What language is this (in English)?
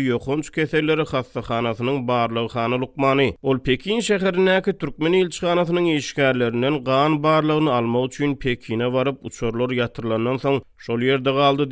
Turkmen